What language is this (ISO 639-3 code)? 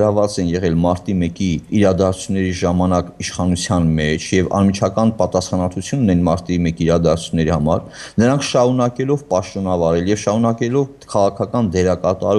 hye